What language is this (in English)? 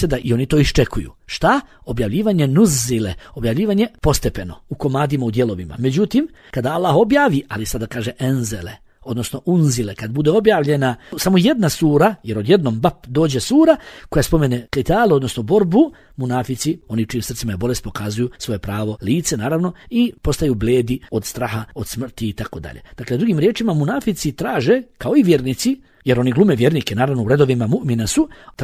Bosnian